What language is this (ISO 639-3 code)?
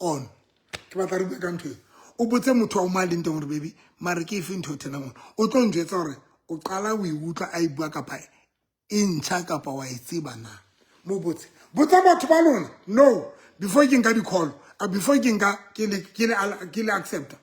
sot